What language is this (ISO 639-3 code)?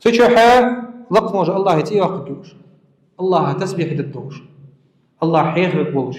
inh